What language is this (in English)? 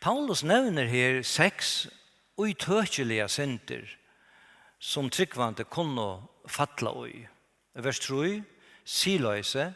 Faroese